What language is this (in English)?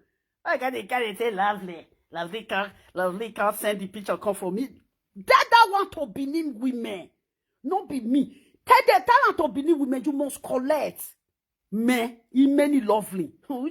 Nigerian Pidgin